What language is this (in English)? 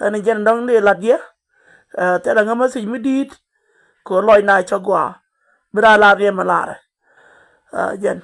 Nuer